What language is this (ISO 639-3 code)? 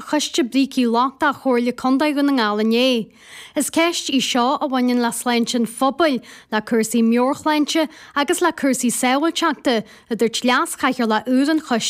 gle